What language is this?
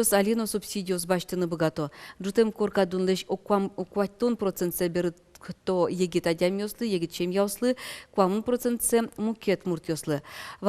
Udmurt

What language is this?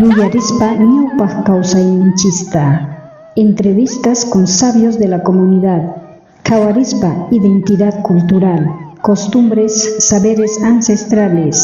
South Bolivian Quechua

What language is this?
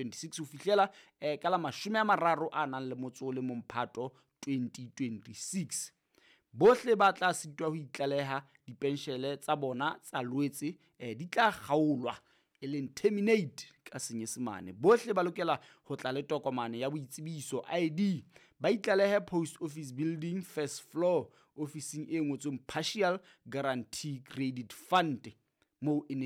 Southern Sotho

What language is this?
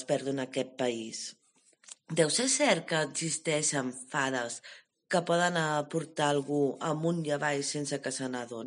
Catalan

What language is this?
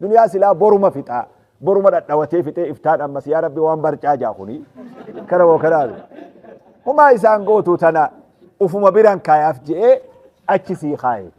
Oromo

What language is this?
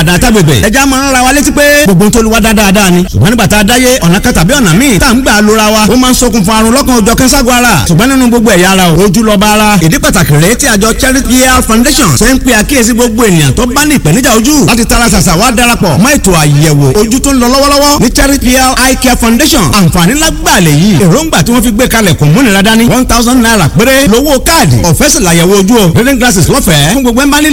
Yoruba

